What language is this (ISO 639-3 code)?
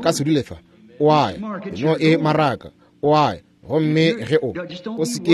nso